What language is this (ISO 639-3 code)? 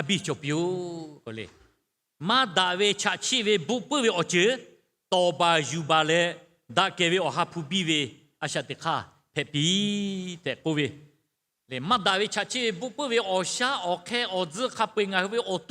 lhu